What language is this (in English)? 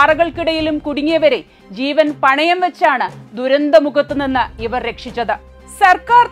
Malayalam